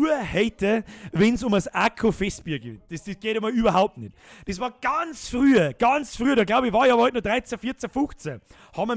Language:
Bavarian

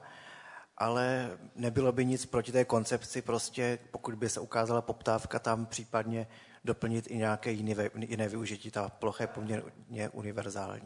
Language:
Czech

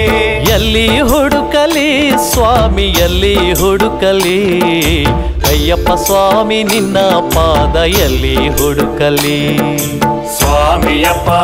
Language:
Kannada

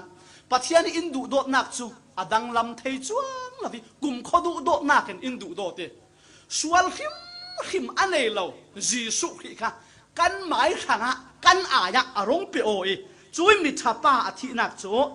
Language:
Falam Chin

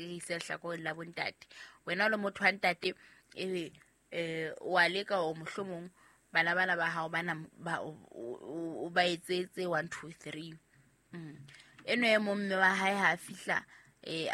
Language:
Southern Sotho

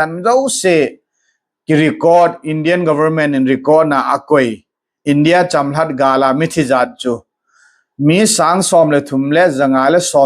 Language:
Thado Chin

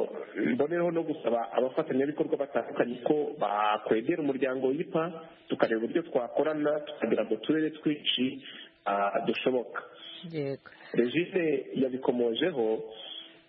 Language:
Kinyarwanda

